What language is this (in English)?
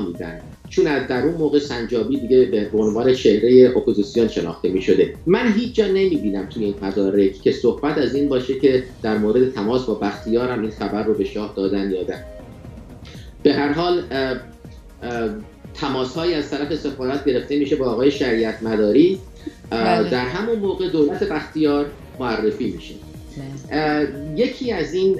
Persian